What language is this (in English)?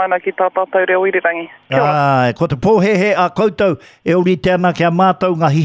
Māori